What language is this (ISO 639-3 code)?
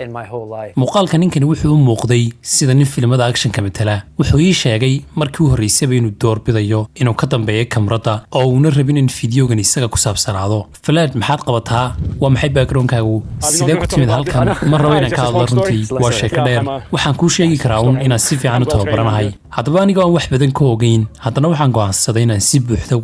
som